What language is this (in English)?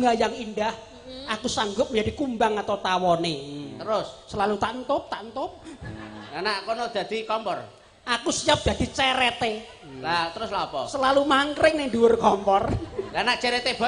Javanese